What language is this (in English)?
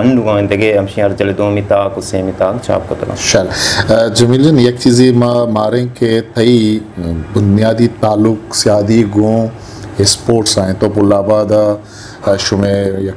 Baluchi